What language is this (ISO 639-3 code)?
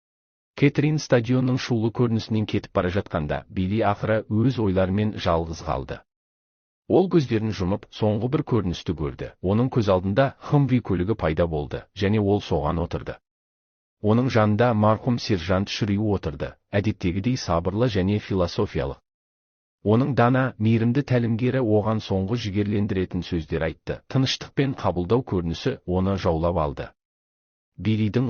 kaz